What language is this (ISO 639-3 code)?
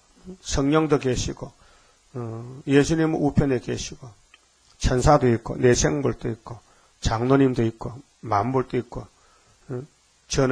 kor